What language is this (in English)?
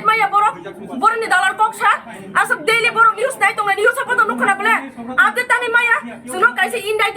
Kok Borok